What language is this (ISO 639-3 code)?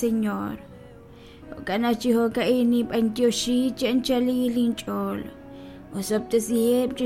kek